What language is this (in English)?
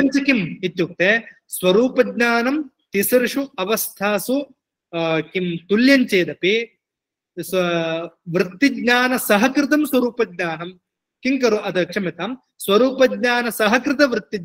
Sanskrit